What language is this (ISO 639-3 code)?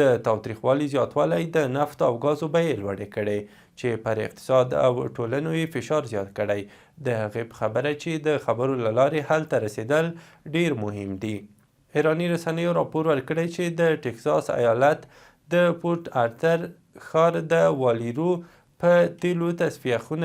pus